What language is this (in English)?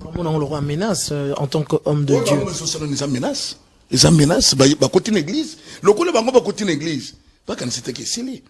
Lingala